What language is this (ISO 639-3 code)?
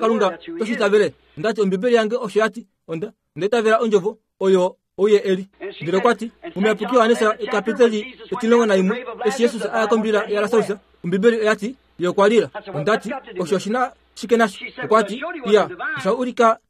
kua